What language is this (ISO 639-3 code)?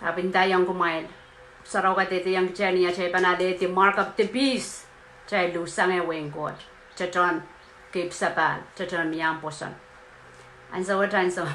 pon